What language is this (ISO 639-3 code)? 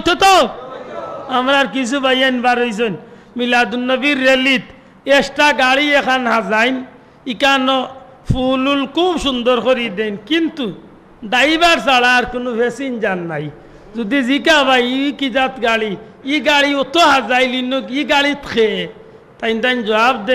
syl